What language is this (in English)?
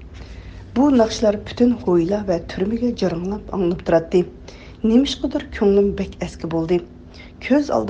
Uyghur